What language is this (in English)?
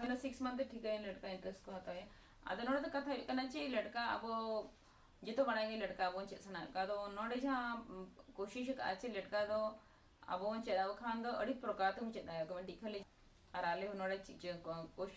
Santali